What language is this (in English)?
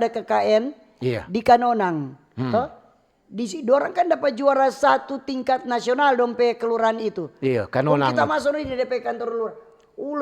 Manado Malay